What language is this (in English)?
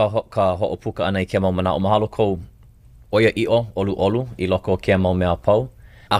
Hawaiian